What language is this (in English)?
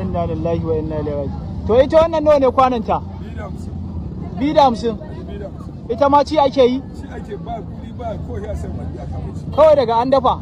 Hausa